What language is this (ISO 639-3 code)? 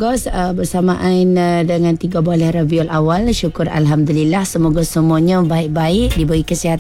msa